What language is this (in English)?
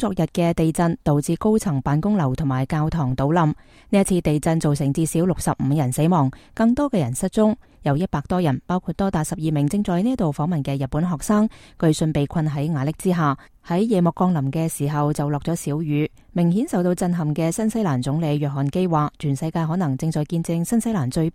Cantonese